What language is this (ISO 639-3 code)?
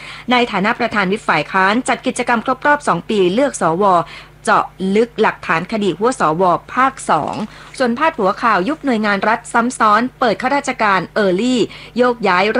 tha